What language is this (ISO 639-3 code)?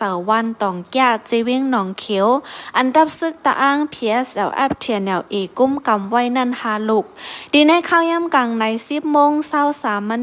shn